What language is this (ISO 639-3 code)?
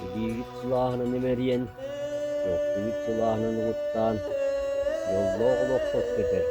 sah